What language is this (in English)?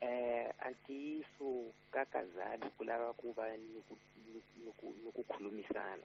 Tsonga